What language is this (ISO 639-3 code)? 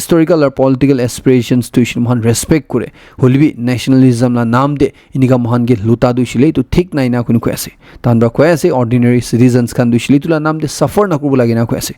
nag